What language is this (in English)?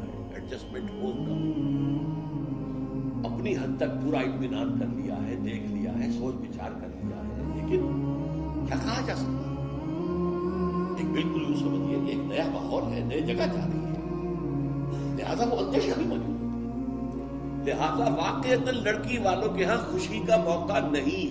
Urdu